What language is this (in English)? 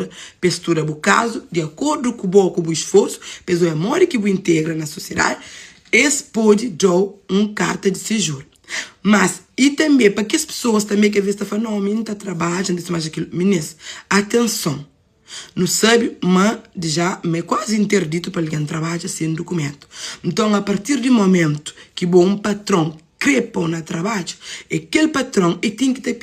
Kabuverdianu